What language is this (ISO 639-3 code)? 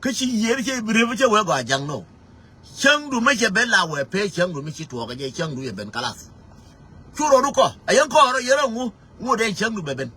nus